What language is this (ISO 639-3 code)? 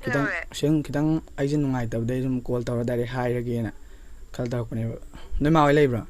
mni